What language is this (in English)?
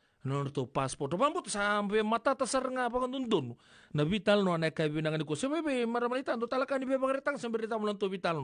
Fijian